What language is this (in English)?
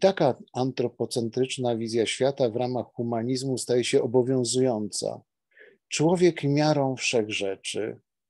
Polish